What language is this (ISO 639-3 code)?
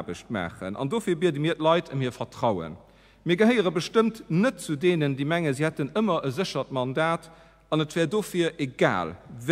ltz